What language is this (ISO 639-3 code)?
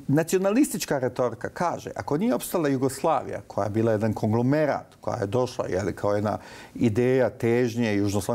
bos